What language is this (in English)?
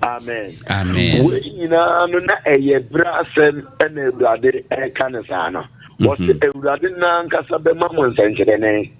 Akan